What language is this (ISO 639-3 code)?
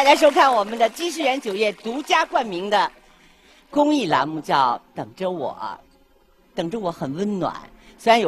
zho